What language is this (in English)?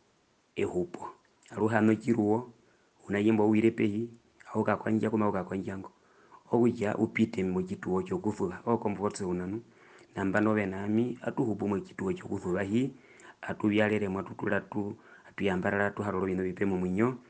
Herero